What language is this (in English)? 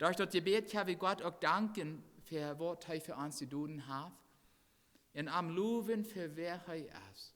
Plautdietsch